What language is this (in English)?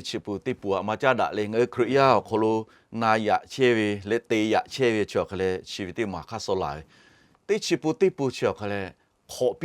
Lahu